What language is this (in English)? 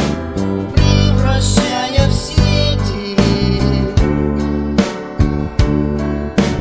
Russian